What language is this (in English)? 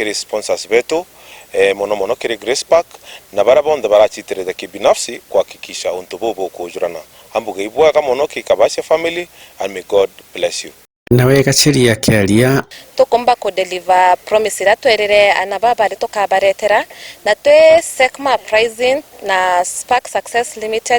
Meru